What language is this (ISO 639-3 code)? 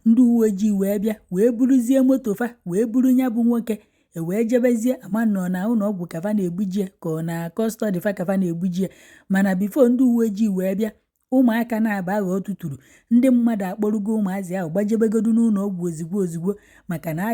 ibo